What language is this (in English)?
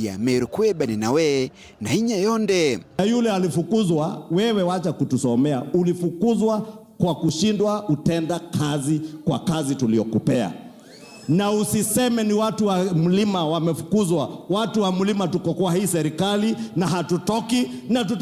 Meru